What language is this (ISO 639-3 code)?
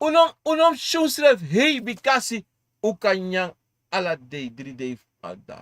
srn